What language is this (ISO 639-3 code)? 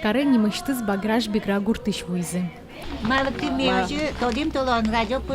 udm